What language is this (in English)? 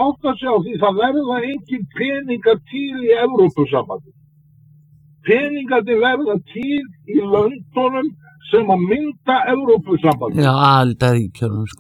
Icelandic